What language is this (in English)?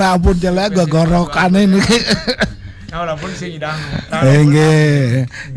Balinese